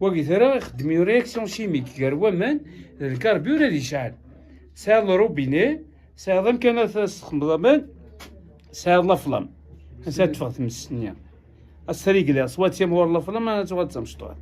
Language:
Kabyle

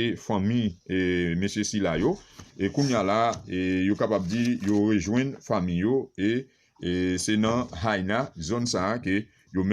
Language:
Haitian Creole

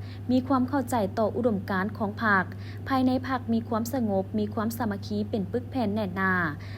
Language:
Lao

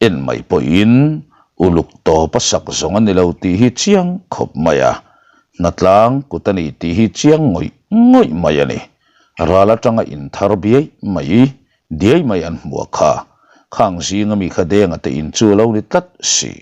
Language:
Mizo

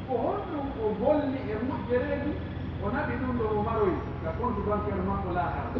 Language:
Pular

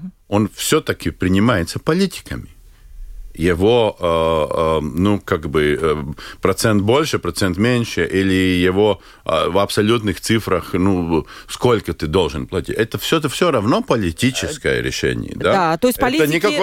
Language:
Russian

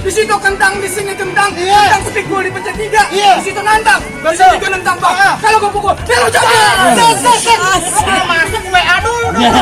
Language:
Betawi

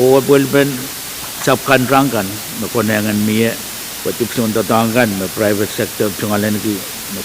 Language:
Pohnpeian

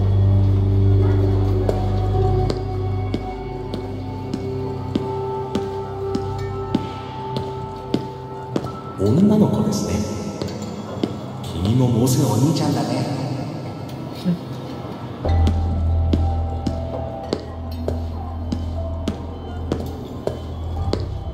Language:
Japanese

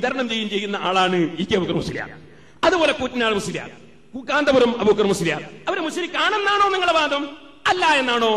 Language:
Malayalam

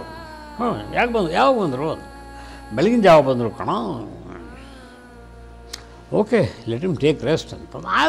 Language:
Kannada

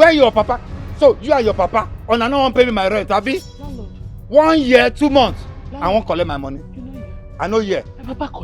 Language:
Nigerian Pidgin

